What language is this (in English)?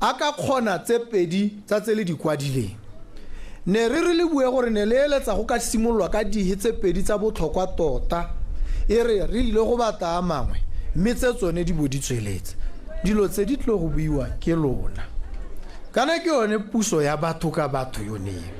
Tswana